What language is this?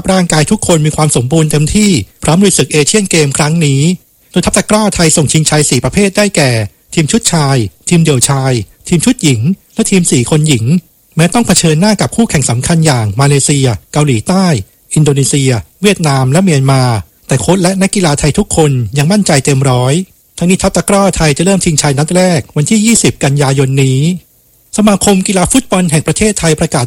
Thai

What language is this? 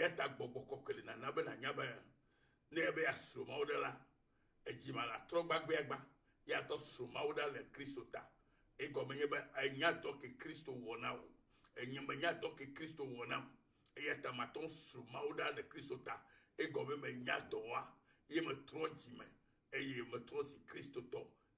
Ewe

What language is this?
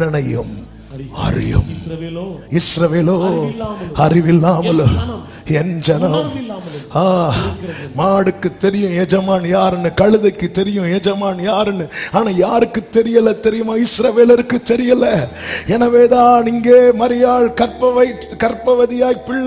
Tamil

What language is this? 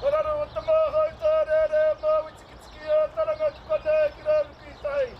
Māori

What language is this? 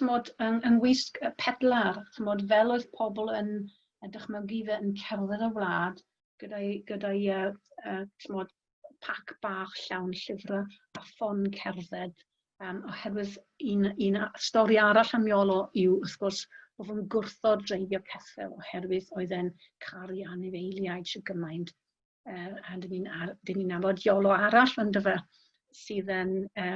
Welsh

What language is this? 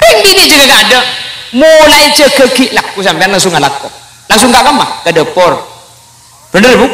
Madurese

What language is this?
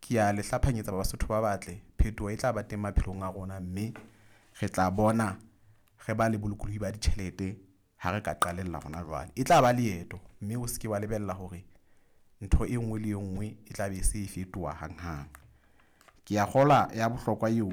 Southern Sotho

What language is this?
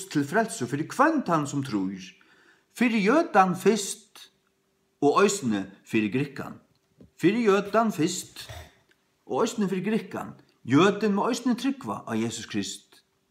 Faroese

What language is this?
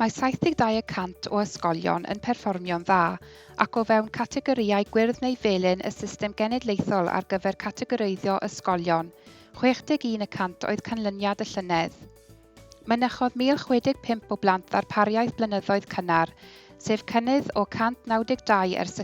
Welsh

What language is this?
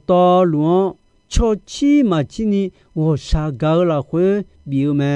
Akha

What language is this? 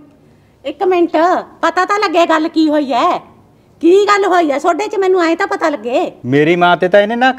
Punjabi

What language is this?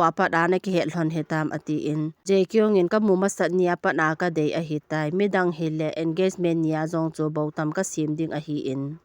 Thado Chin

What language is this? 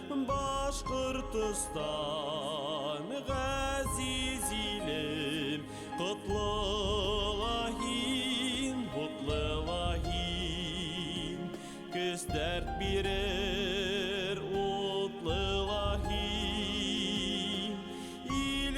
Bashkir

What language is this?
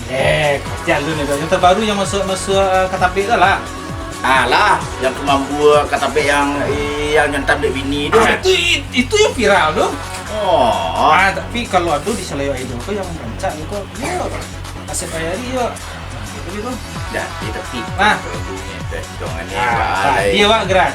Minangkabau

